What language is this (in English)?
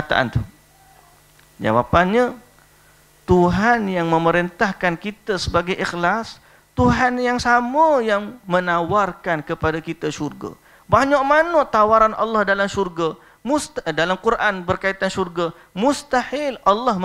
Malay